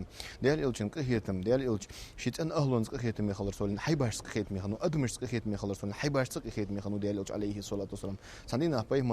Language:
Ingush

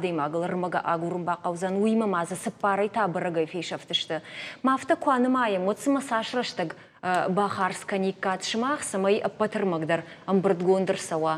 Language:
Ossetic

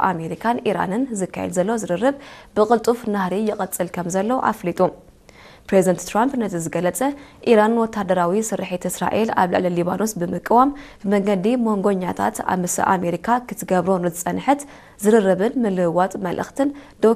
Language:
Tigrinya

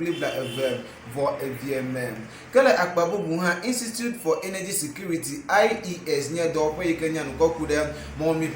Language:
Ewe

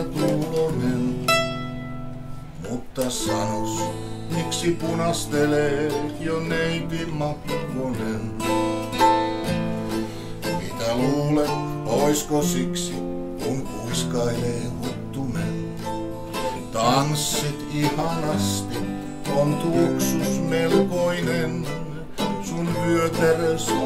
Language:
Finnish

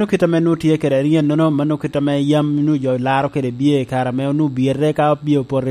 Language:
Lango (Uganda)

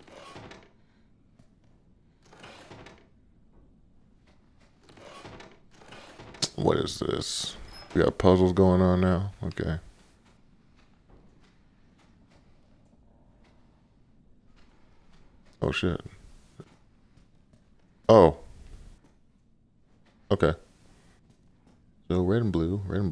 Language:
English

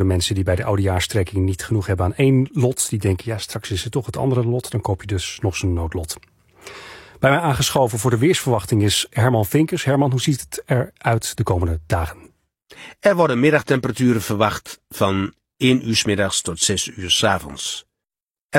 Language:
Dutch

